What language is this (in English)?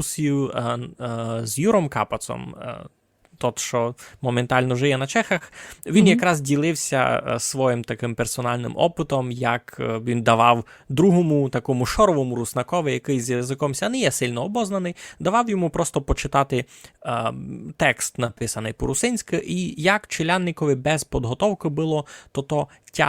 Rusyn